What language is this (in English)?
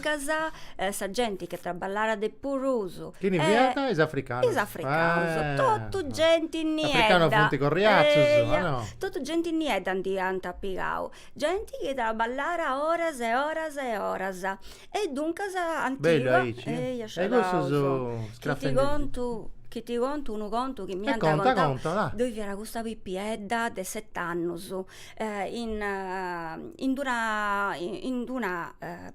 Sardinian